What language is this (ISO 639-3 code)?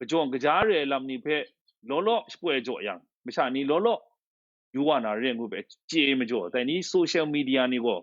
kac